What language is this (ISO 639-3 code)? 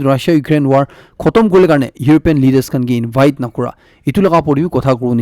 nag